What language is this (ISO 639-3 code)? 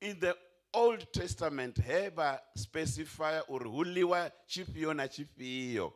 ven